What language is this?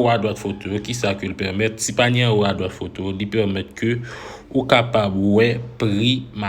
Haitian Creole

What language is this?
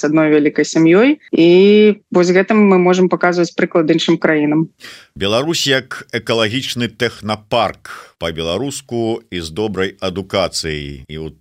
Belarusian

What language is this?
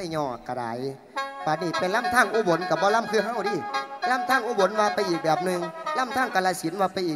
Northeastern Thai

